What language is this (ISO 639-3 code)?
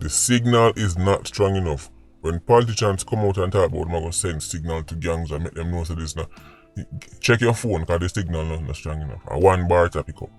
jam